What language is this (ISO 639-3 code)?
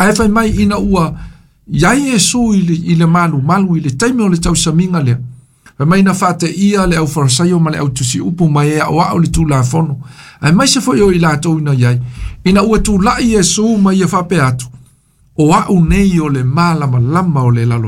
smo